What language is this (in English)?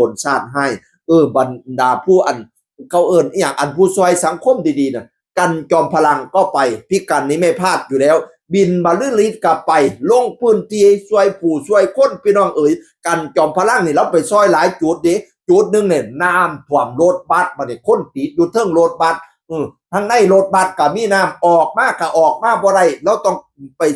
Northeastern Thai